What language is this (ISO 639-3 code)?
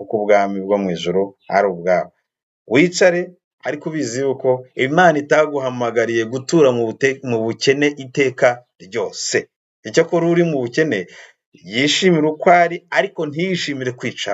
kin